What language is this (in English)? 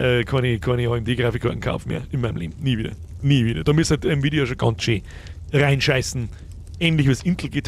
Bavarian